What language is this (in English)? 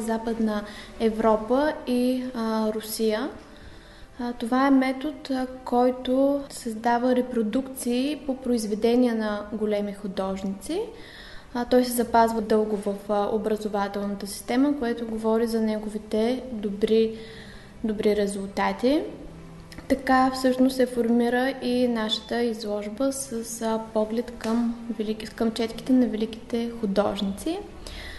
Bulgarian